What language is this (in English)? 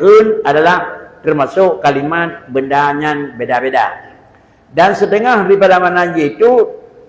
Achinese